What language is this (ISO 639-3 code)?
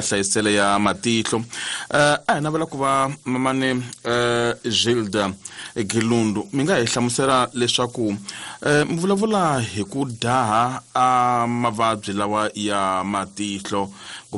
tso